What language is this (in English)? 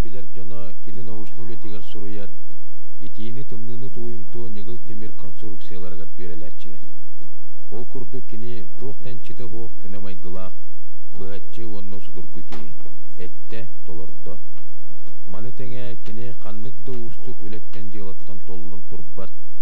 Yakut